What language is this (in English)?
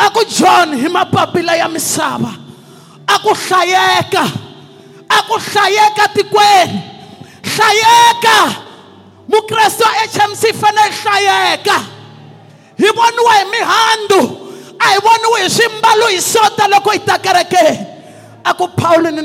Tsonga